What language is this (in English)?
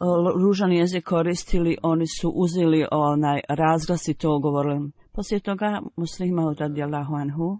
Croatian